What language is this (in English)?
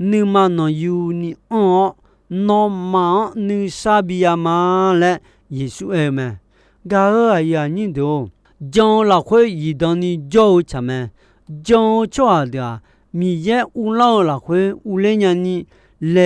Akha